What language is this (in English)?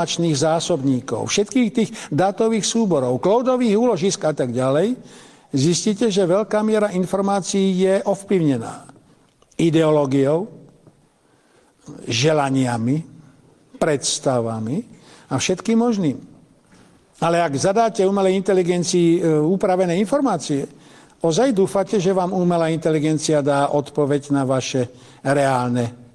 Slovak